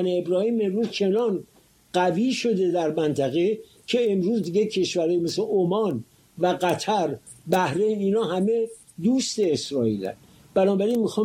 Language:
Persian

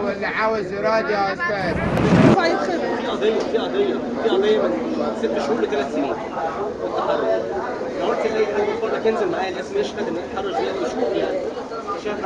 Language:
Egyptian Arabic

